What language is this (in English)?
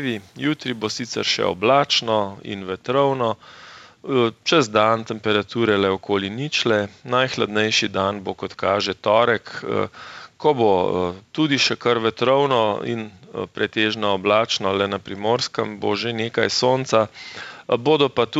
Slovenian